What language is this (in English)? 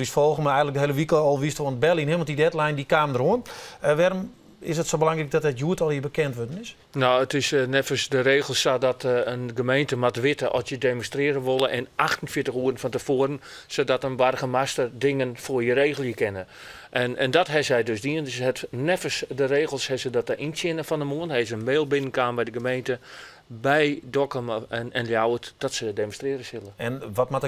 Western Frisian